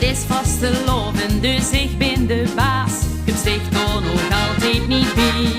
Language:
Limburgish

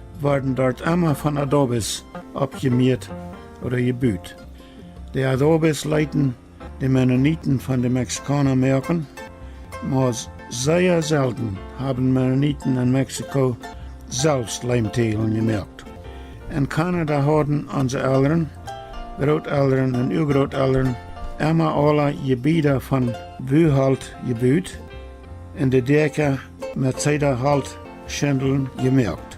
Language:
Plautdietsch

